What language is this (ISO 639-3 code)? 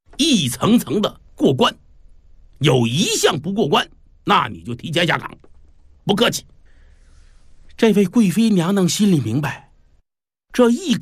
zho